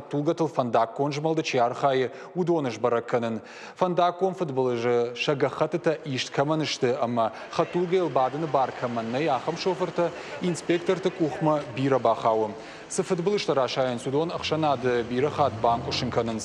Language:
Ossetic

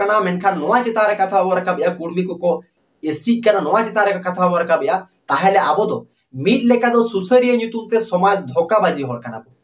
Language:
Santali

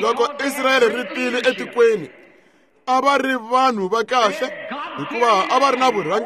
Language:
Tsonga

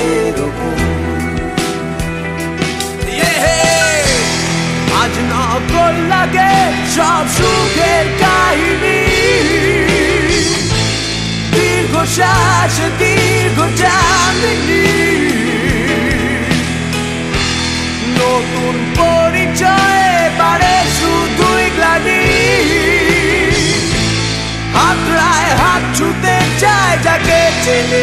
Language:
Bangla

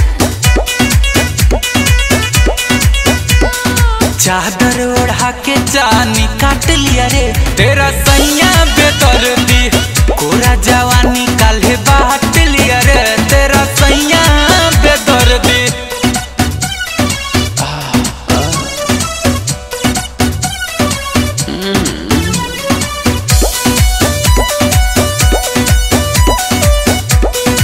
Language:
Bhojpuri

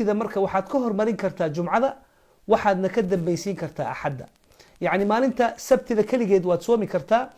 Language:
Somali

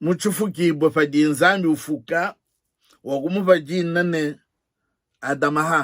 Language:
Luba-Lulua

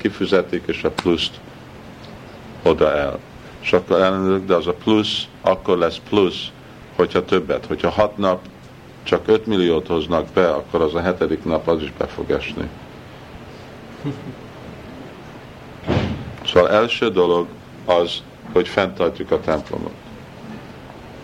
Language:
Hungarian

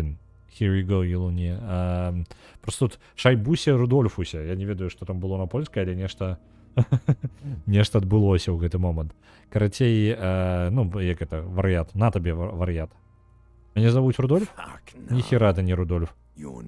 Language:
Belarusian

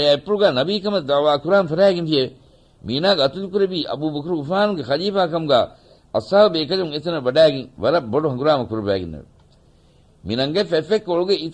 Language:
Divehi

